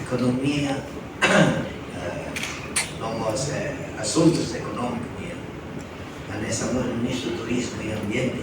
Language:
Tetum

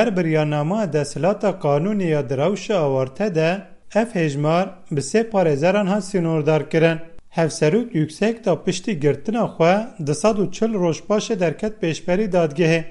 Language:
Kurdish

